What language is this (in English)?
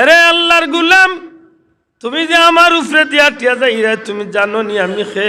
Sylheti